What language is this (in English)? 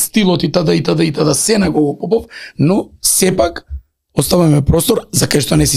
Macedonian